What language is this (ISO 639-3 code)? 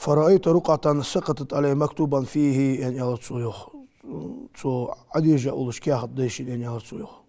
inh